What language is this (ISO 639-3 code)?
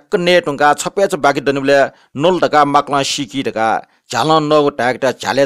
new